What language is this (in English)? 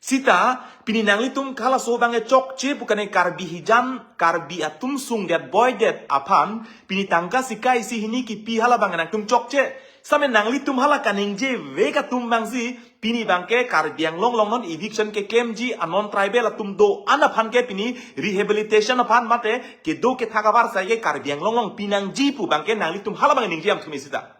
Karbi